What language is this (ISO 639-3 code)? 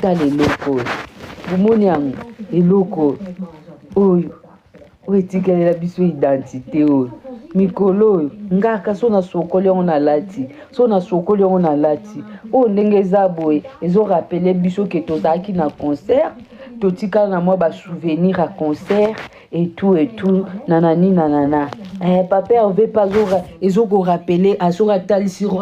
lin